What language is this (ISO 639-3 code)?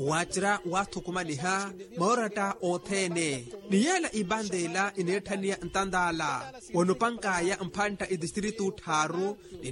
vmw